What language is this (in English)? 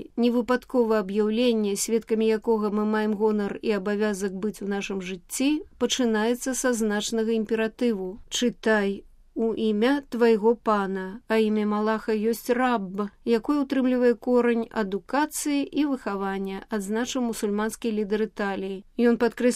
Belarusian